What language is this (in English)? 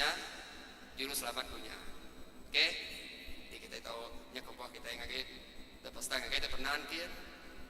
Iban